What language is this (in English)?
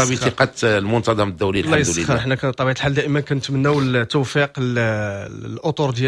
Moroccan Arabic